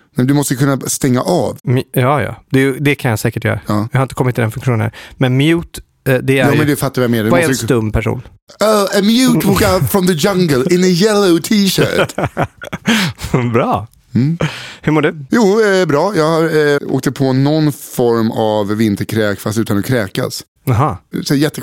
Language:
Swedish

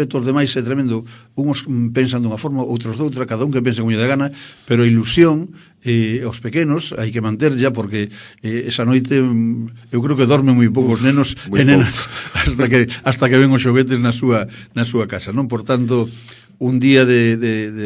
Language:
Galician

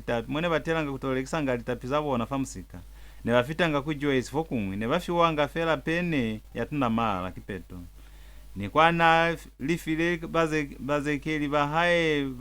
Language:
Lozi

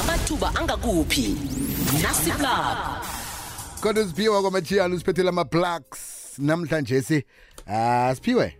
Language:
South Ndebele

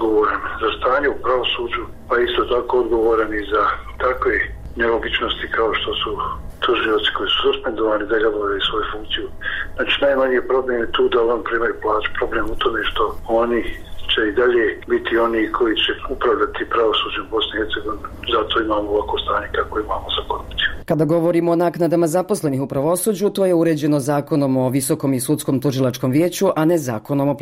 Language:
Bosnian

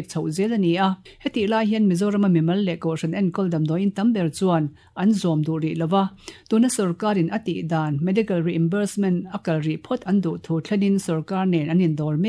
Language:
Mizo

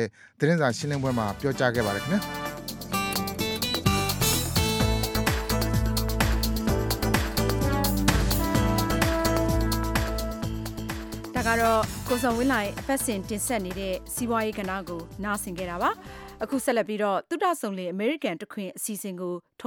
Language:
Burmese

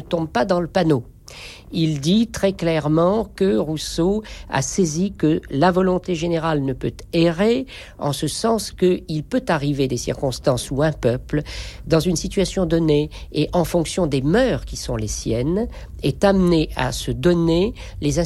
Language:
French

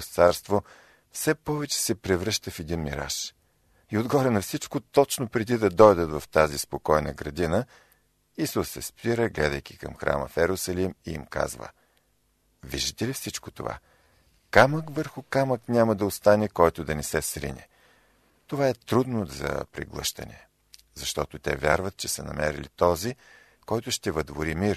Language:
Bulgarian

